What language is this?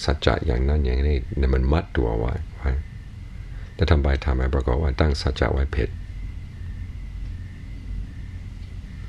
Thai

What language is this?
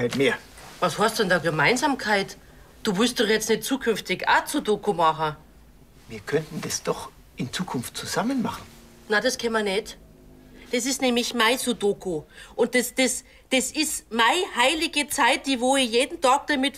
Bavarian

